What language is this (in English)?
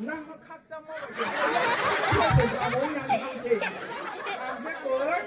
Riang (India)